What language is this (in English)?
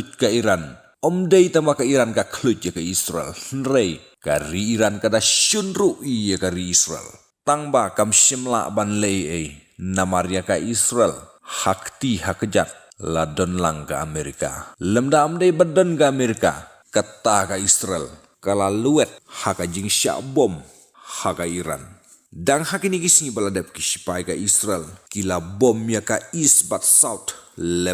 Khasi